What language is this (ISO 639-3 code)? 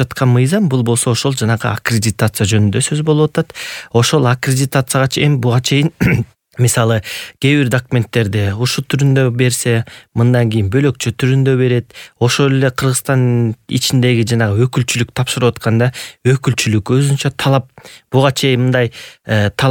kir